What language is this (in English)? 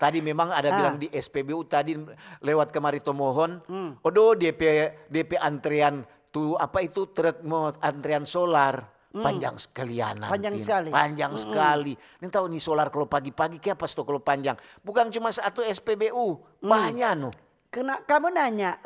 Manado Malay